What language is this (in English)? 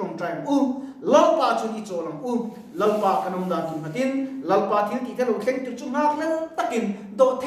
Mizo